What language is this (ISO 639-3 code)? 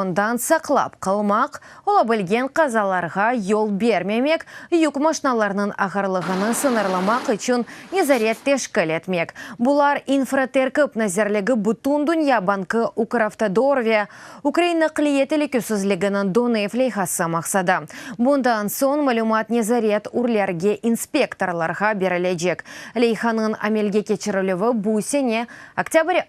crh